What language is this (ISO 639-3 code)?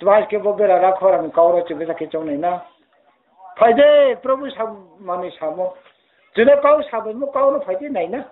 ria